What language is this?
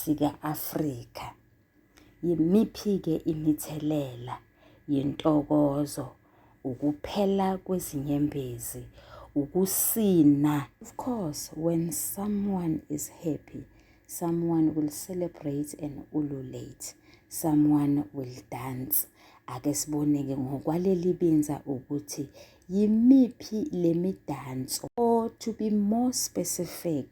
Zulu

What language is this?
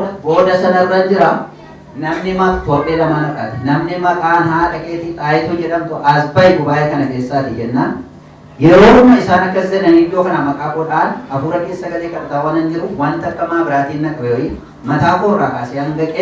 Oromo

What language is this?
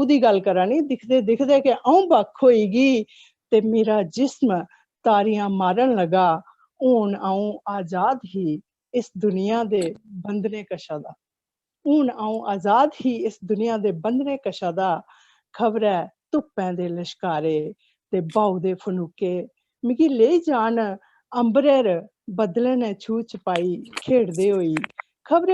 Dogri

